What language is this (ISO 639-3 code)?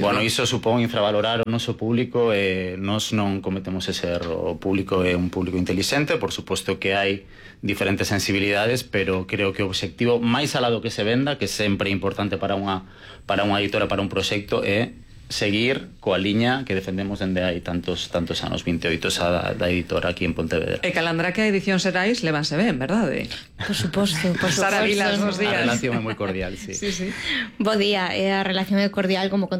glg